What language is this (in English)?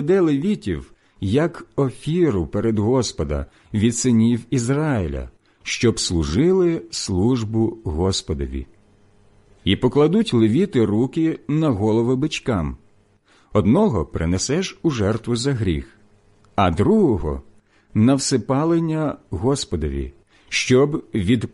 Ukrainian